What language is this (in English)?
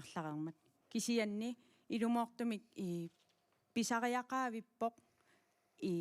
Kalaallisut